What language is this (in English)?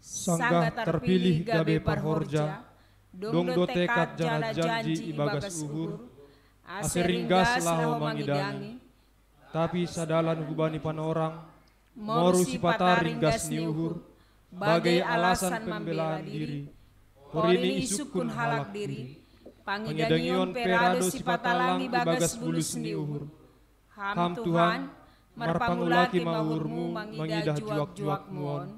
Batak Simalungun